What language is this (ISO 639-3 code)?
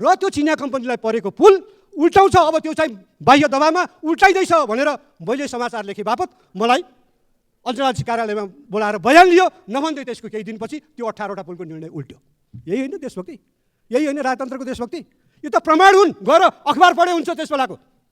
nep